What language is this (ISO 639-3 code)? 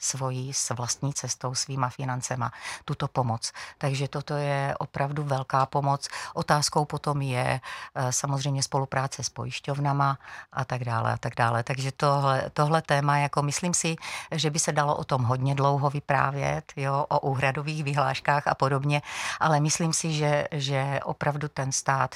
ces